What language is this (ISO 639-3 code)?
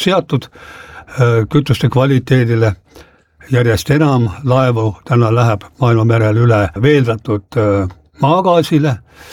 est